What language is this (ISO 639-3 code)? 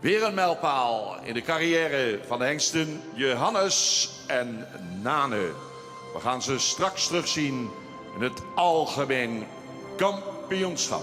fry